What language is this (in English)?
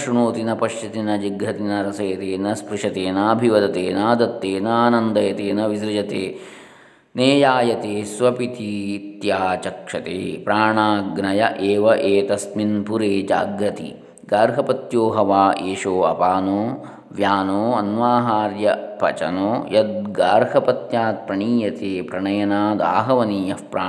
Sanskrit